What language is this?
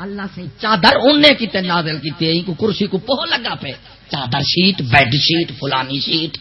Saraiki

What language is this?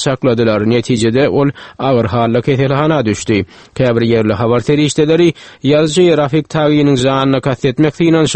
Turkmen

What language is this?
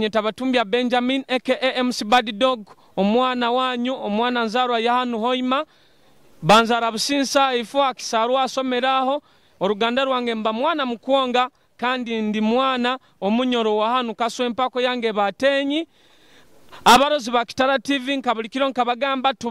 Nyoro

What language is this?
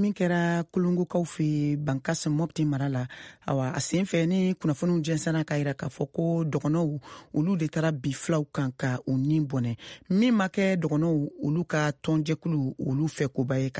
Bambara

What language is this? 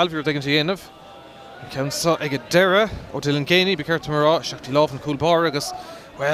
Irish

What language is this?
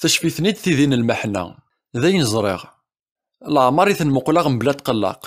Kabyle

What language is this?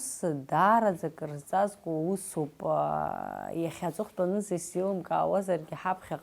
Abkhazian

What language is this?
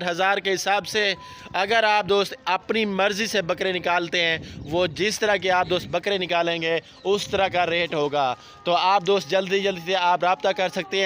Urdu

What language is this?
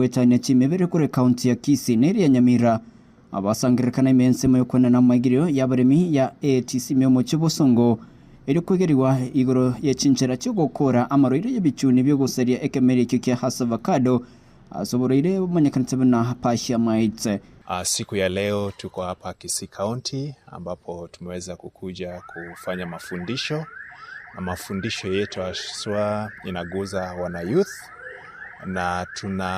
Gusii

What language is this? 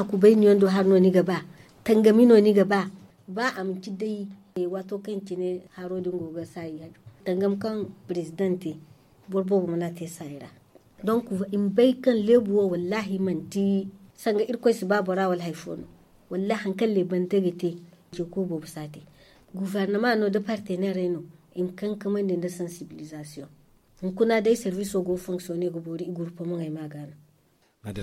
Zarma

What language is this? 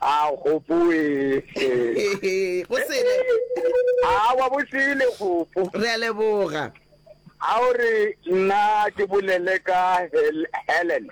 Northern Sotho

